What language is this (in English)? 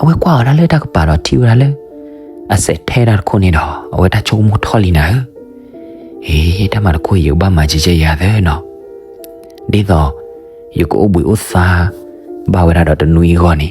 S'gaw Karen